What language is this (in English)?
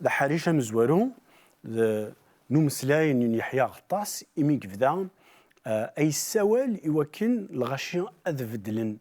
Kabyle